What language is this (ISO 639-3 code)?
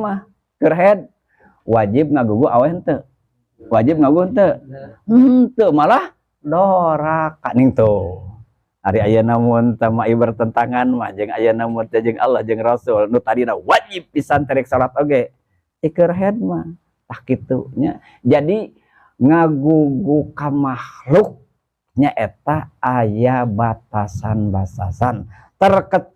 sun